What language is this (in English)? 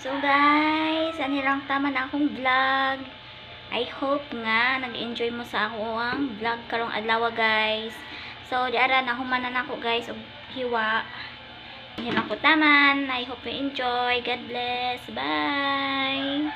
Cebuano